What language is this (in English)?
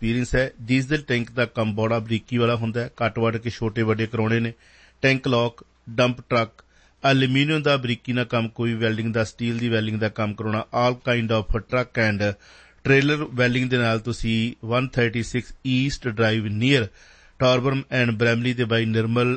Punjabi